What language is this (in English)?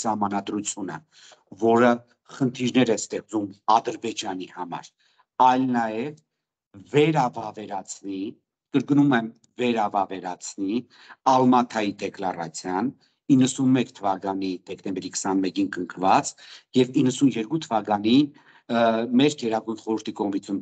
Armenian